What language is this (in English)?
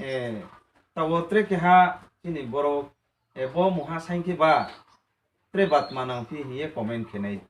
Riang (India)